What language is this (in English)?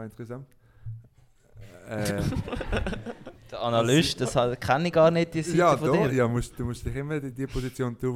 German